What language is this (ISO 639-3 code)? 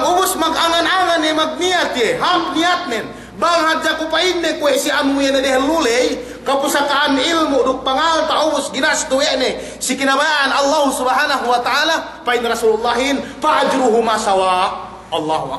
yka